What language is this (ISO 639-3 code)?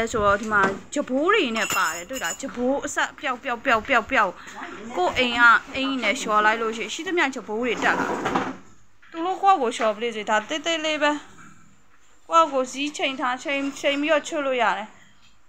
mya